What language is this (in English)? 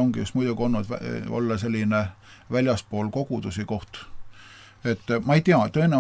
Estonian